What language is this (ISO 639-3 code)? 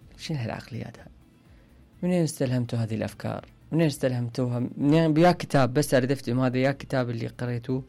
acm